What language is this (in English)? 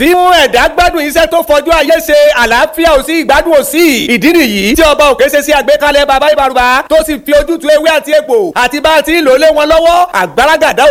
Yoruba